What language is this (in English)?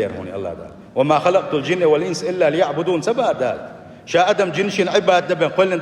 Chechen